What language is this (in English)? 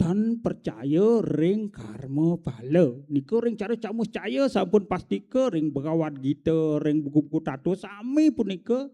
Balinese